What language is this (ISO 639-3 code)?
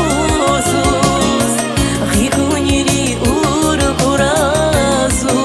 tab